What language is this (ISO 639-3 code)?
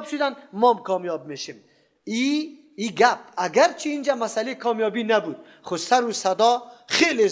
fas